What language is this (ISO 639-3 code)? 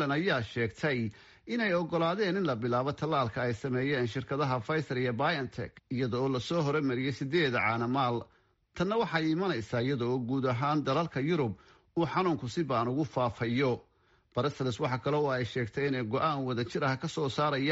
som